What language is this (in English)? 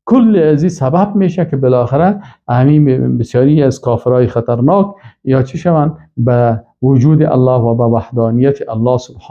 Persian